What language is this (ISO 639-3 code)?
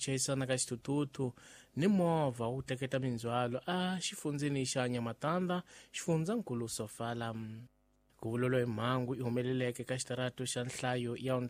tso